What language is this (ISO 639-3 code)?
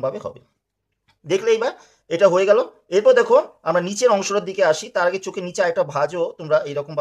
ben